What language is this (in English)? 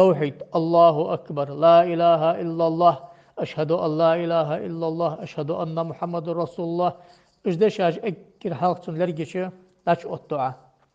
Ingush